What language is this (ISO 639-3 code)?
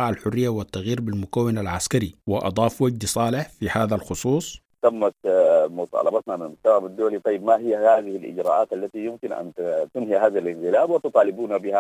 apd